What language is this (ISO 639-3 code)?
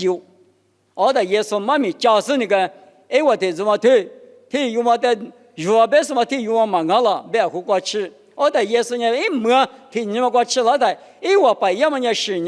lis